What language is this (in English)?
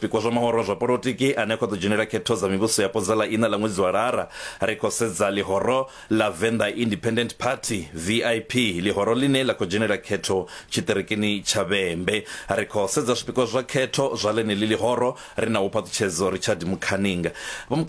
Venda